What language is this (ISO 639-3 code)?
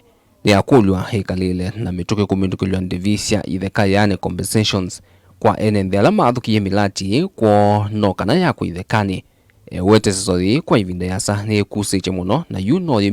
kam